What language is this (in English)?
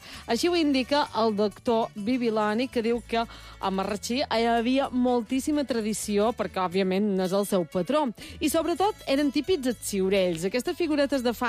Catalan